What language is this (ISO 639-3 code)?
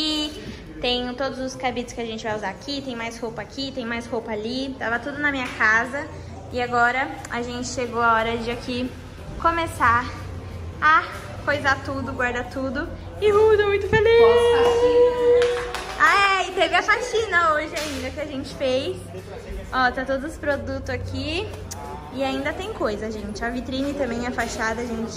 por